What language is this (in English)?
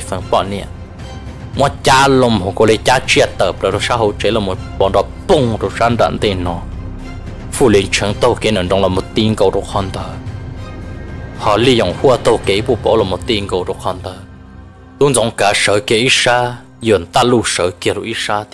Vietnamese